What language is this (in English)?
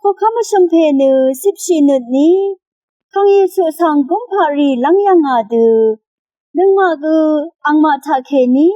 Rawang